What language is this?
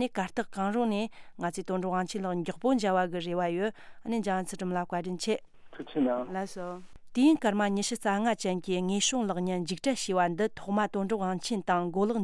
Tibetan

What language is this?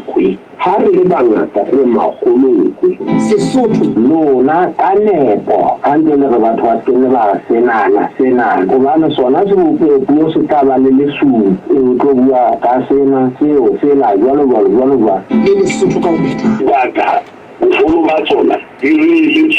Southern Sotho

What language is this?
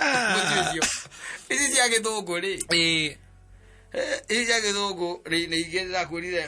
Kikuyu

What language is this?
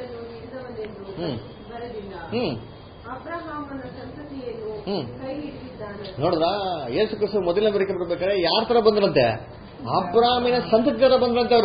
Kannada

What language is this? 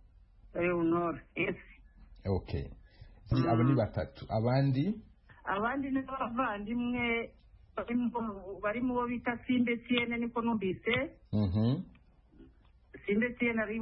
Kinyarwanda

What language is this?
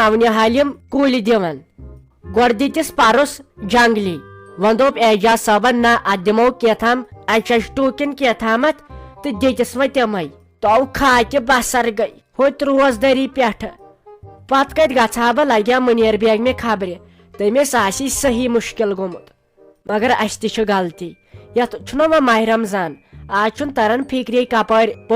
Kashmiri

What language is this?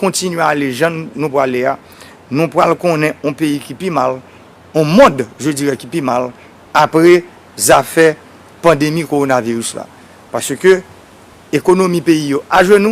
Haitian Creole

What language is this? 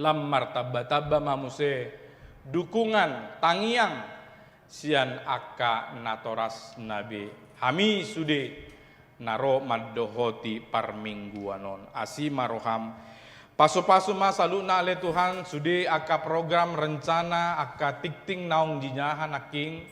Batak Toba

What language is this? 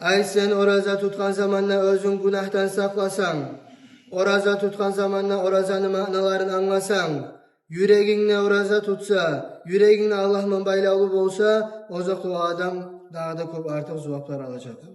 Kumyk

